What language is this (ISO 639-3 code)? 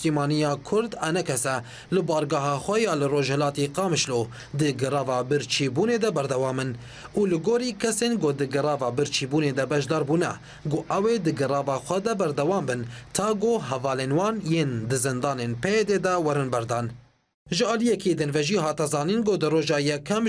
kur